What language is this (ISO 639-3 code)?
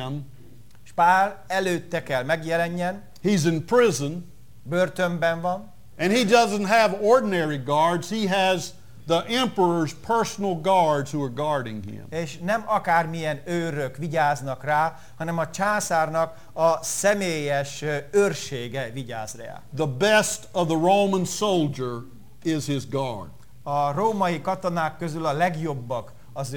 hun